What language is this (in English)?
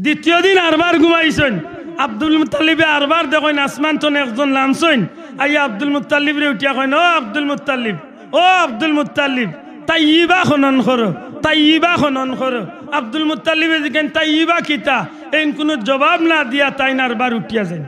Sylheti